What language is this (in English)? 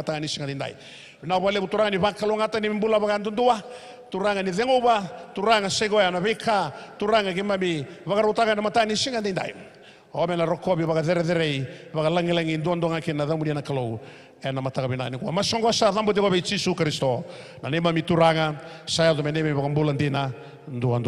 Fijian